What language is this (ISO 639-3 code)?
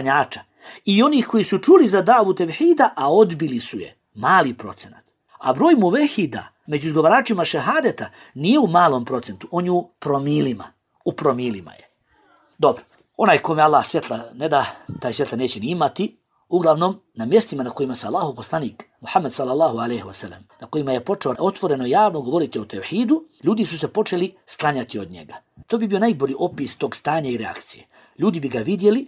bos